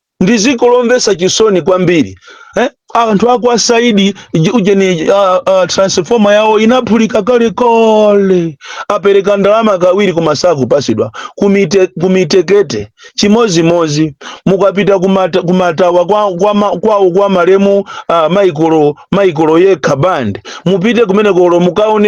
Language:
Nyanja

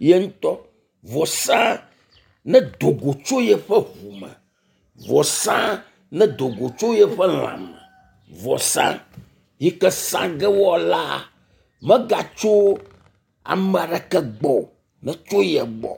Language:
Ewe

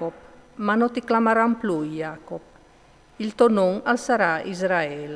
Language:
Friulian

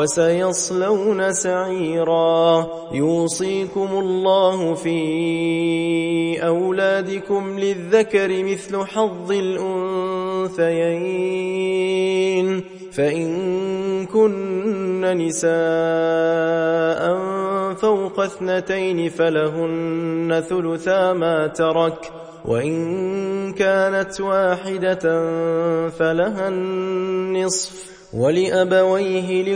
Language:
Arabic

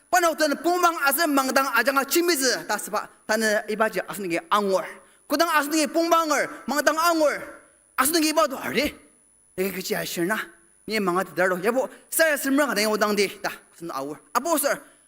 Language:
Ao Naga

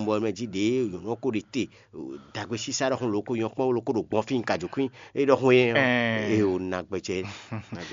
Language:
Fon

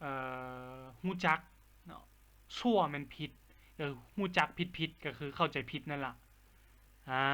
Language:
Lao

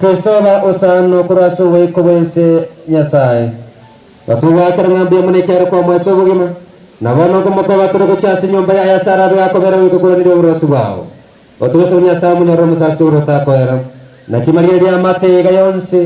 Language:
Gusii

